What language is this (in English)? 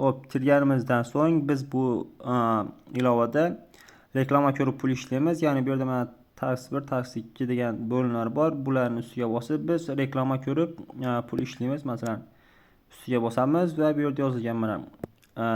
Uzbek